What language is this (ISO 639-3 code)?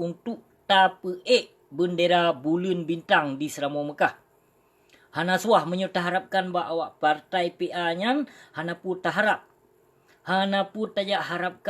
ace